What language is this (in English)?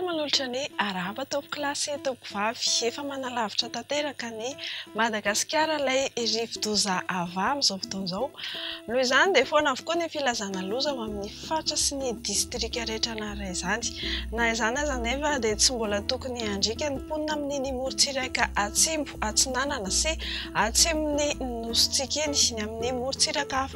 Malagasy